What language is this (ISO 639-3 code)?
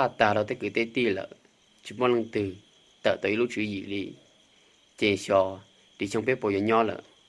hmn